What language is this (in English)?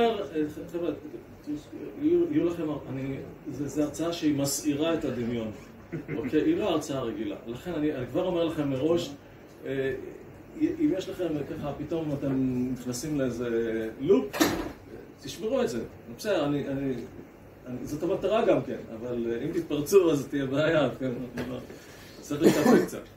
Hebrew